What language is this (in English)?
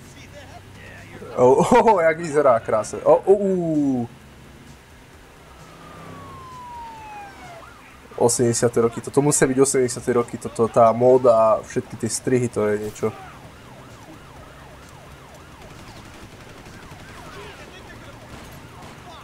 Slovak